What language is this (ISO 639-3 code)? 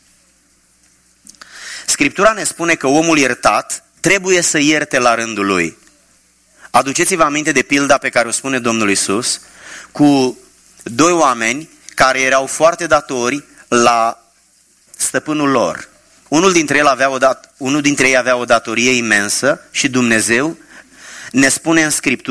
ron